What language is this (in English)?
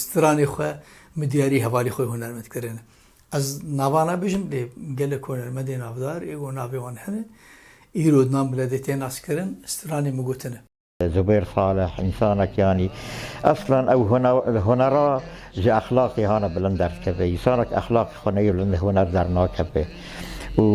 Kurdish